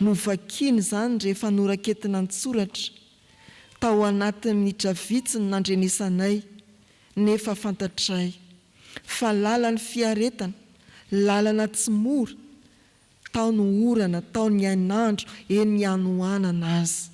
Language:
Malagasy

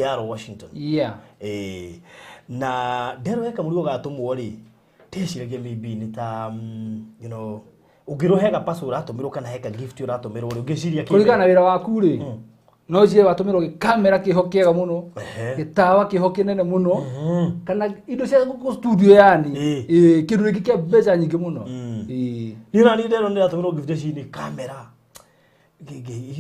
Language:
Kikuyu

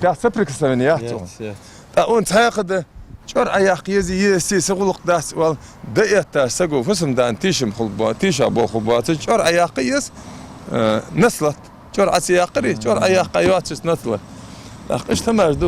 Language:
Ingush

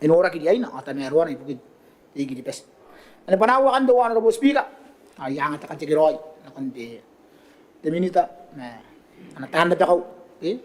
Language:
Gilbertese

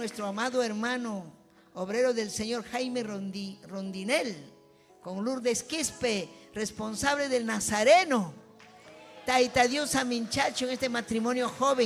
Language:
Ayacucho Quechua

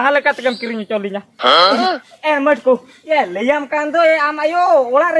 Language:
Santali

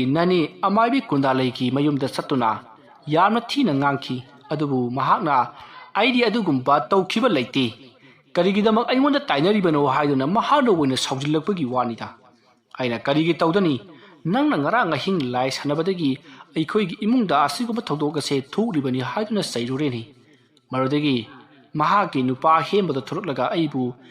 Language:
Manipuri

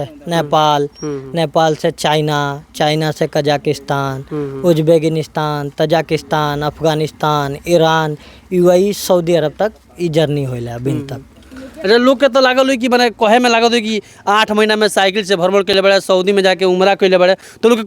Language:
Bhojpuri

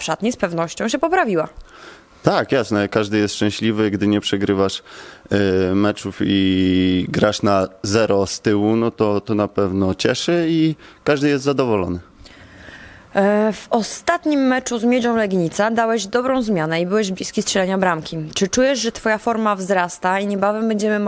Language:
Polish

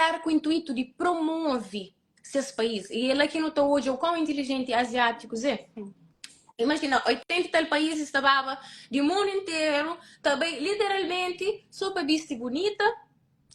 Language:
Kabuverdianu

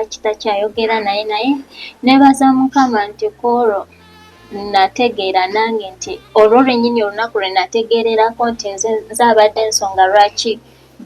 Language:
Ganda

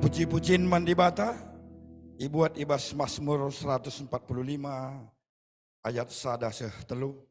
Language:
Batak Karo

